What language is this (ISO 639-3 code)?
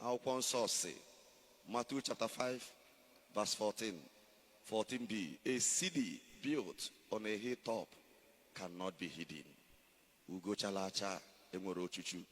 ibo